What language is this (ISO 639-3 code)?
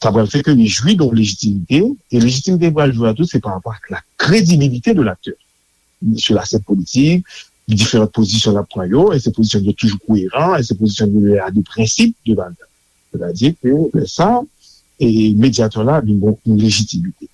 hat